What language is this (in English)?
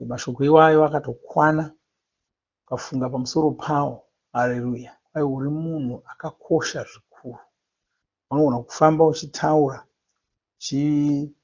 Shona